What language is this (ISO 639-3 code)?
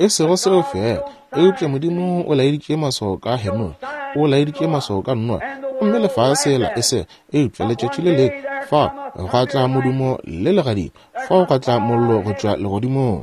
nso